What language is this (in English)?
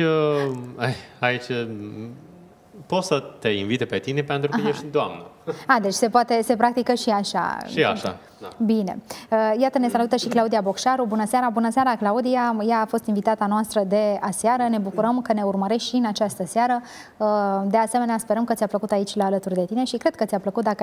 Romanian